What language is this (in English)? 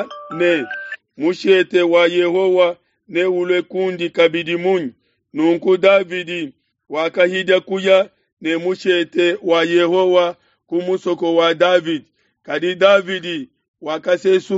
Luba-Lulua